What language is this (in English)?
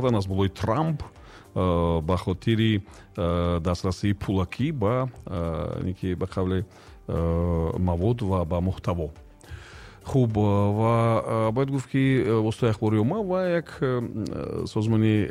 Tajik